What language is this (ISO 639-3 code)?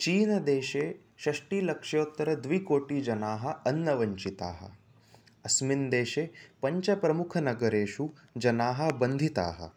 san